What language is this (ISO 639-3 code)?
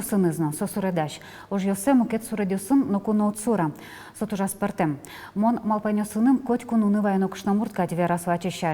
udm